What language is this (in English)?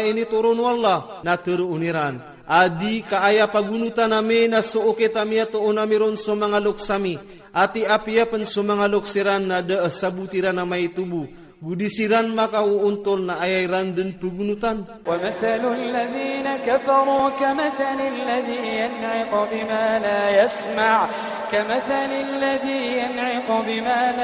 Iranun (Philippines)